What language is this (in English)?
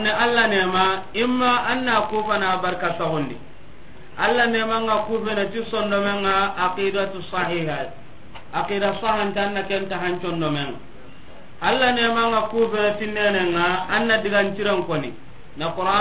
Soninke